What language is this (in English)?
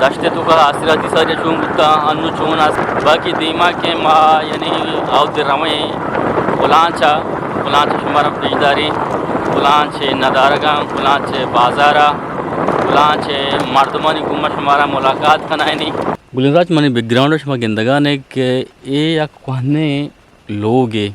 Eastern Balochi